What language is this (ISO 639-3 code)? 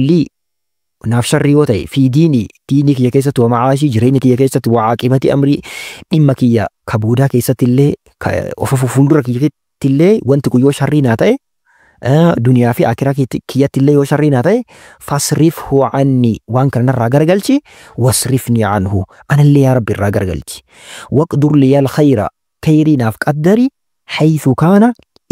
orm